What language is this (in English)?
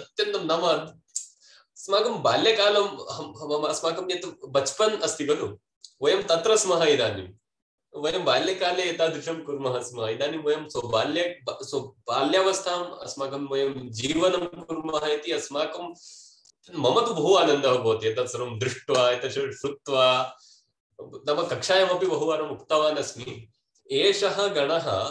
Sanskrit